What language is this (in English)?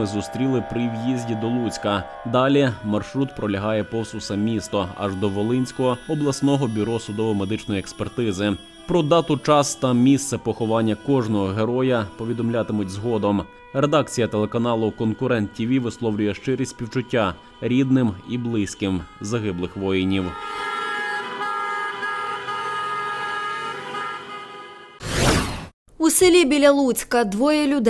Ukrainian